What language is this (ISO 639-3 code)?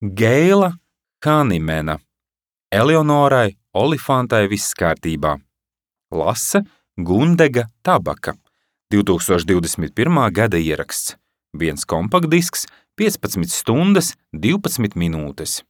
lav